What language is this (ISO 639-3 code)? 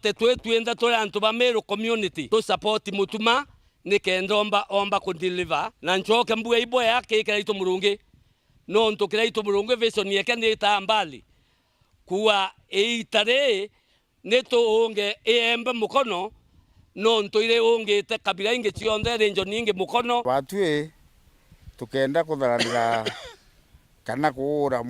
mer